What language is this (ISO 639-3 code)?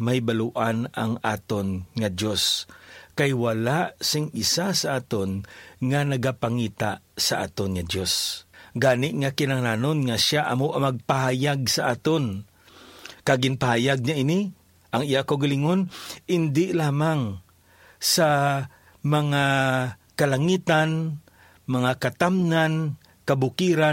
hil